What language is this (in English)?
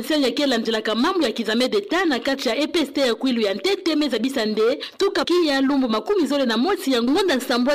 Kituba (Democratic Republic of Congo)